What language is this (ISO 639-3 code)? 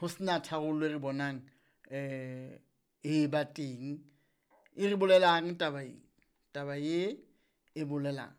sot